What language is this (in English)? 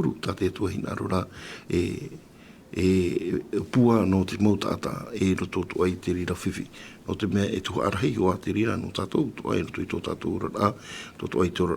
Tahitian